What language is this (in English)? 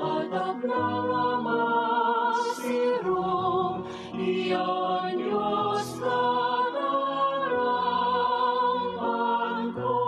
Waray